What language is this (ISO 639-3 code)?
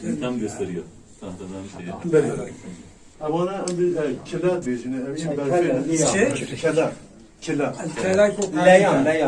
kur